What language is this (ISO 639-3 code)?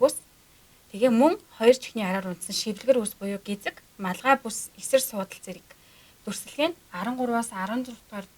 mon